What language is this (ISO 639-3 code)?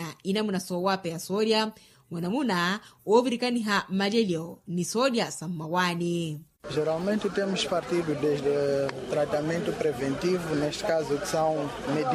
vmw